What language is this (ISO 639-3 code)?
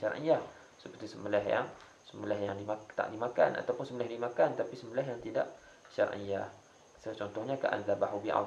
msa